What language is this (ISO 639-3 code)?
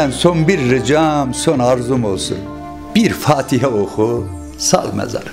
tur